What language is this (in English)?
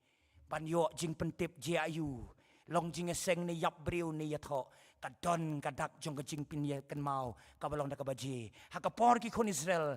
Khasi